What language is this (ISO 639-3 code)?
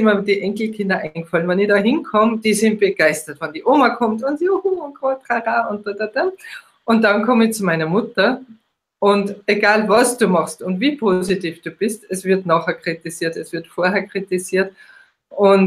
deu